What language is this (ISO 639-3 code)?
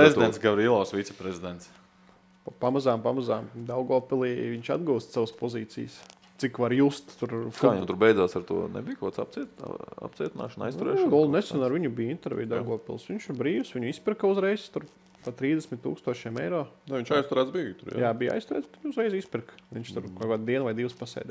lav